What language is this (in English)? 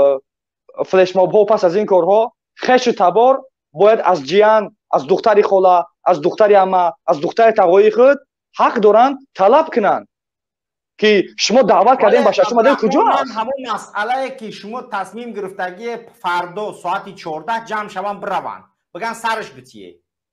Tajik